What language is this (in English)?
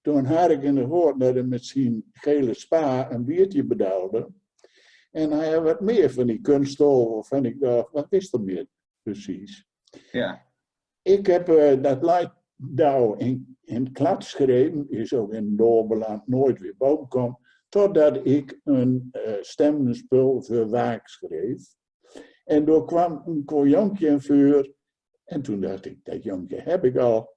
Gronings